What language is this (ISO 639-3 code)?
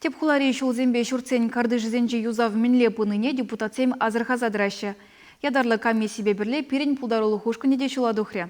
chv